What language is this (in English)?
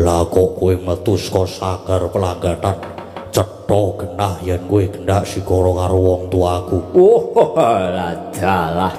Javanese